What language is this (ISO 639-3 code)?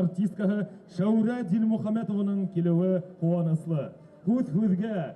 bak